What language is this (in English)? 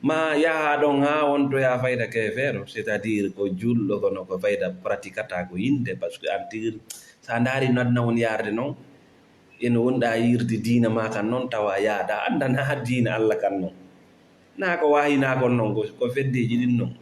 Fula